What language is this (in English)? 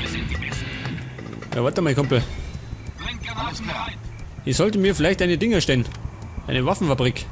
Bavarian